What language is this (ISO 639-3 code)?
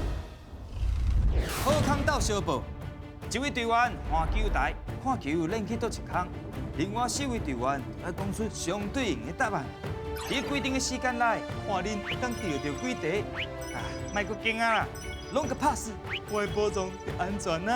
nan